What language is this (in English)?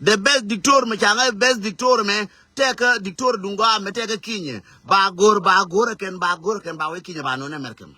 Nuer